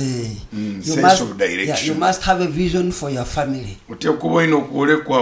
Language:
Nyoro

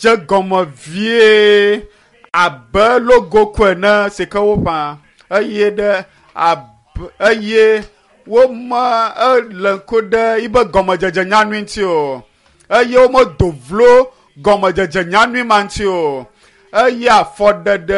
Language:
Ewe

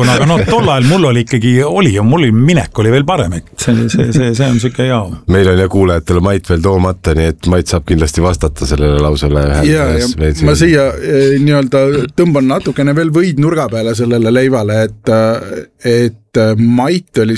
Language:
Estonian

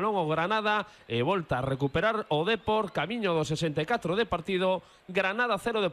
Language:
Galician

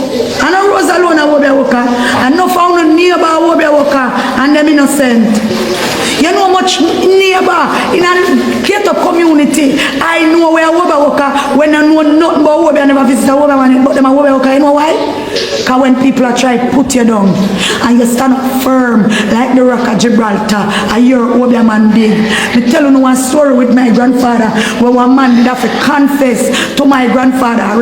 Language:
Jamaican Creole English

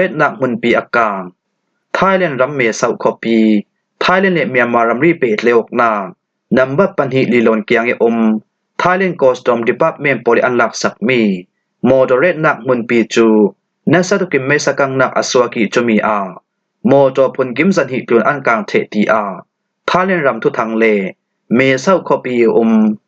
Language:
Falam Chin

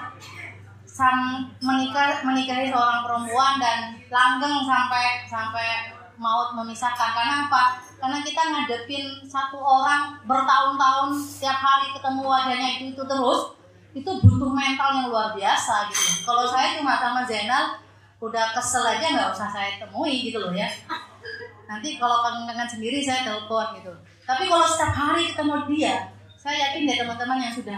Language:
Indonesian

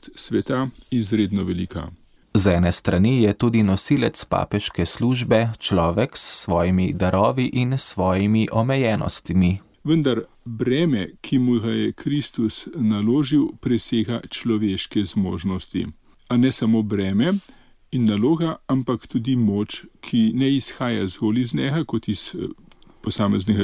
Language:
Slovenian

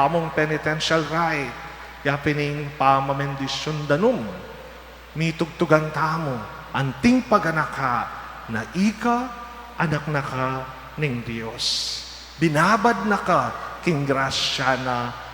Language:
Pampanga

